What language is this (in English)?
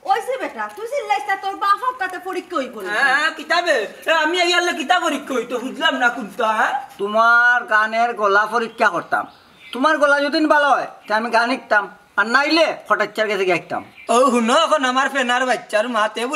Sylheti